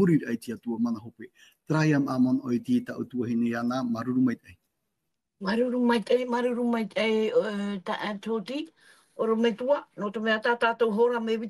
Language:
Tahitian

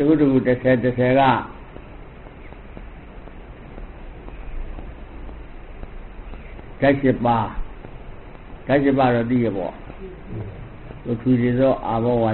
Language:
Burmese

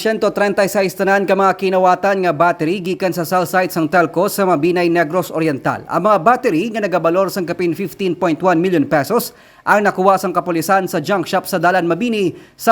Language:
Hiligaynon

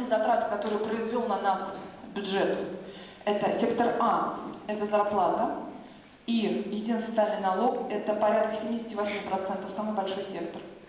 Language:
Russian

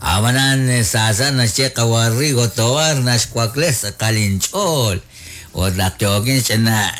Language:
Kekchí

